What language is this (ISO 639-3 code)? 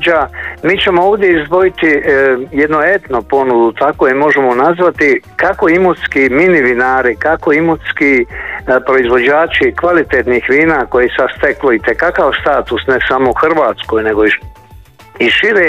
hrv